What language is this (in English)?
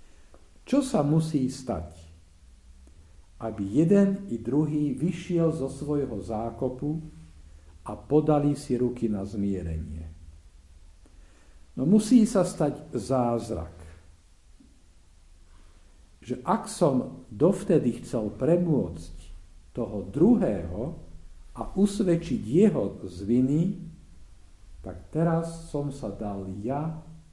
Slovak